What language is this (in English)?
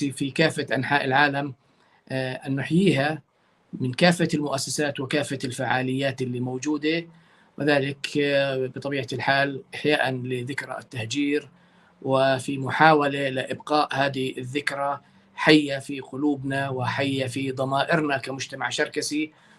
North Levantine Arabic